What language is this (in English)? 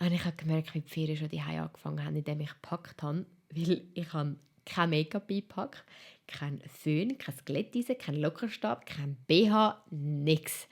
Swiss German